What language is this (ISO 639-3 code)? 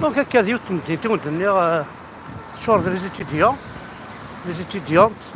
kab